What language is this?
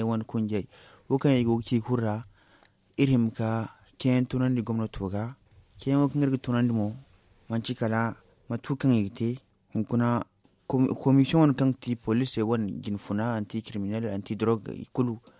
Zarma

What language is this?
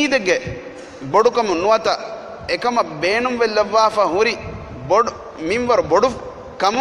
Divehi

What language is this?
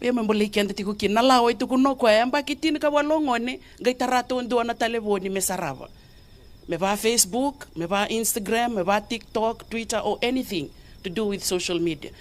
Fijian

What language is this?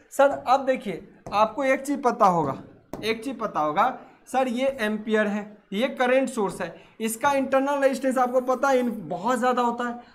Hindi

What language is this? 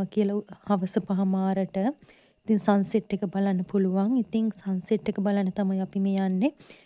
Sinhala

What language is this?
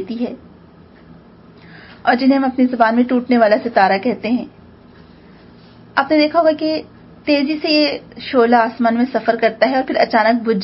Urdu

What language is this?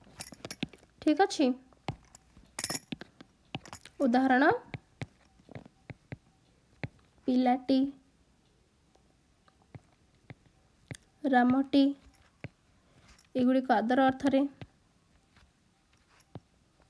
Odia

